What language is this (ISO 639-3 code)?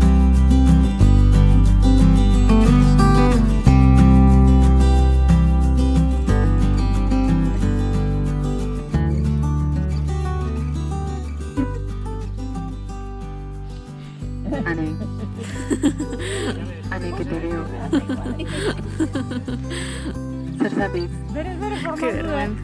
eus